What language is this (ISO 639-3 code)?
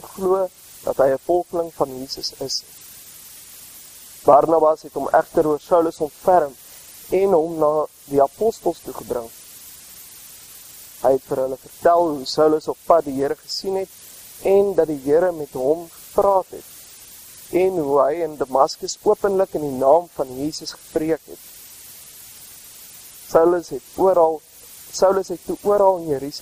afr